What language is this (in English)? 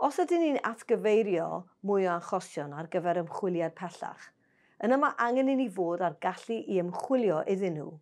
Welsh